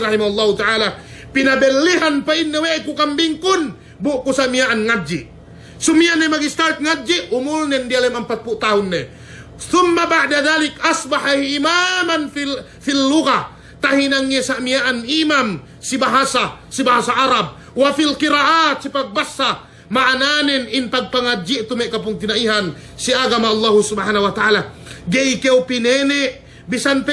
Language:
Yakan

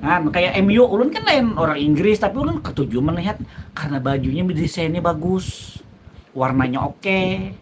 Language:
Banjar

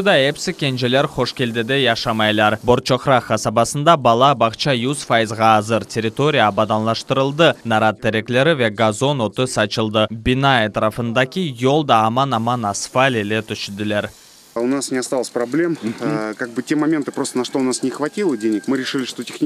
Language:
Crimean Tatar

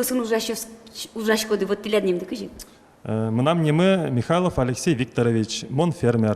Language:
Udmurt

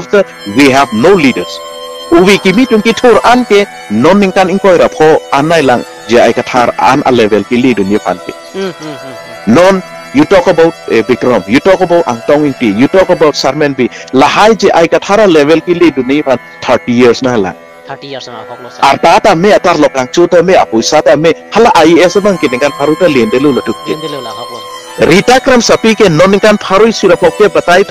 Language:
Karbi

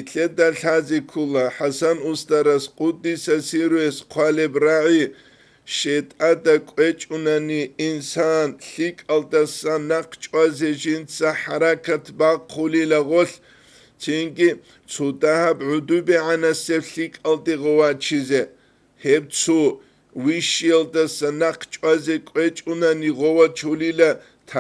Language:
Avaric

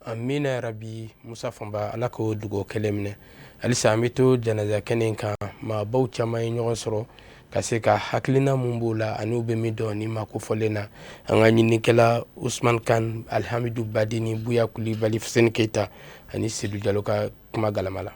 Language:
Bambara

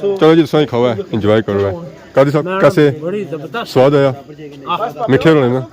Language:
Pahari-Potwari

